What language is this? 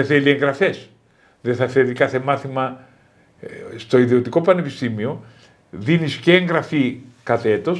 Greek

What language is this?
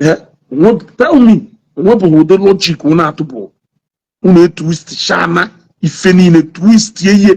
Igbo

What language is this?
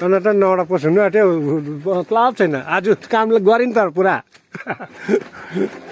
Nepali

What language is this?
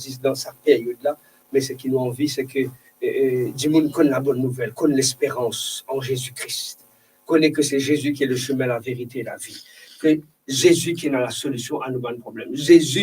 Morisyen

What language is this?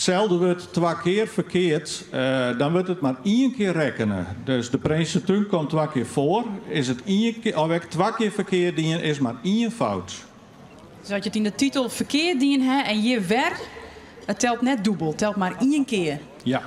Western Frisian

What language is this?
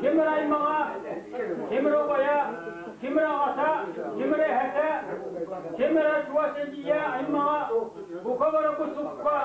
Yakut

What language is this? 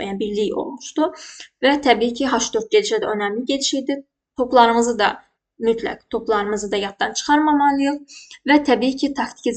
Azerbaijani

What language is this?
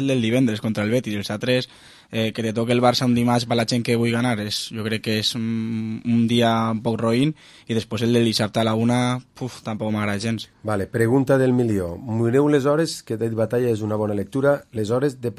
Catalan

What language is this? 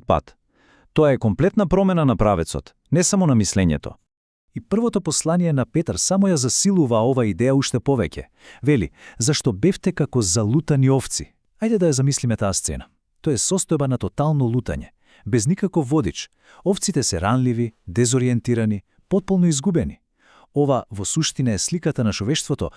Macedonian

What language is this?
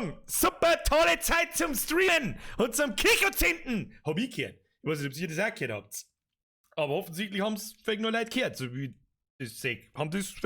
Bavarian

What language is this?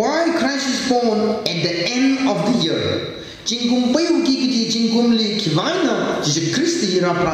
Tangkhul Naga (India)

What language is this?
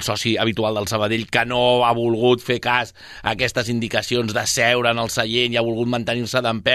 Catalan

